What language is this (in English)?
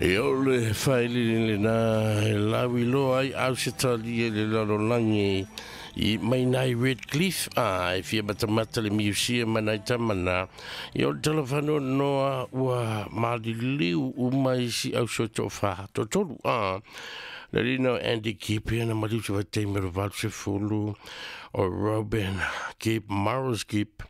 Samoan